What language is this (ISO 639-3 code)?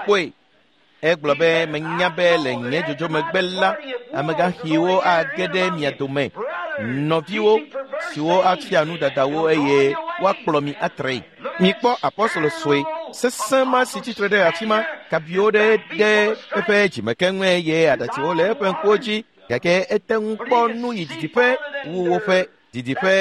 ewe